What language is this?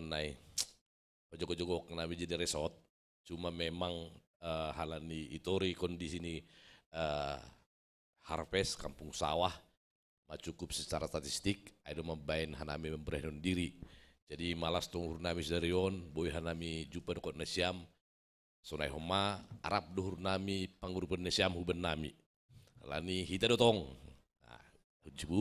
Batak Simalungun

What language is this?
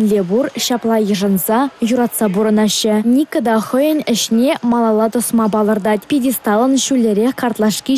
Chuvash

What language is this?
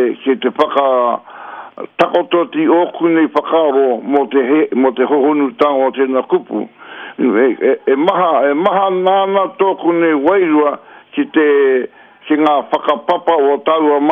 Māori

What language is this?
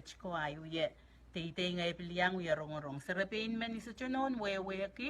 Pohnpeian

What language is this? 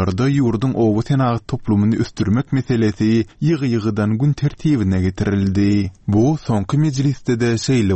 Turkmen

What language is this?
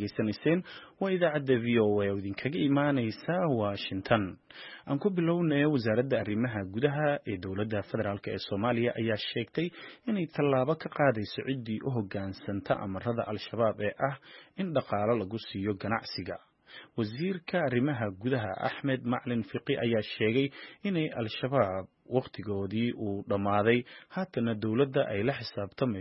Somali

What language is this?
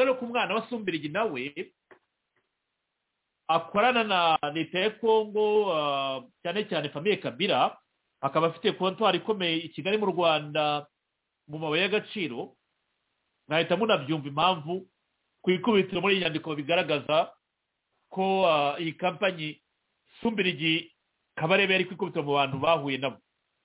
Kinyarwanda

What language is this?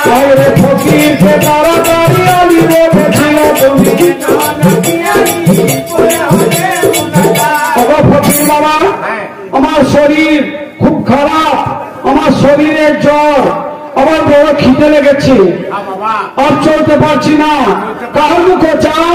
Bangla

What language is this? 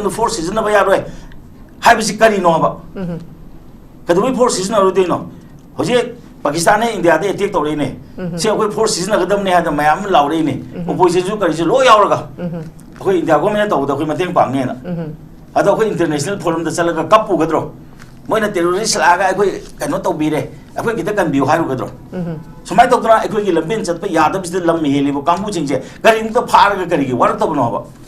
Manipuri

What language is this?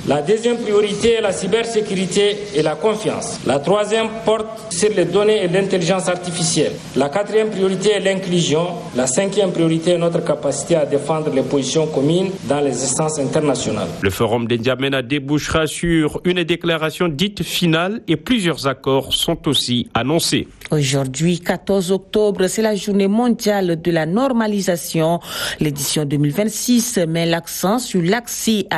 French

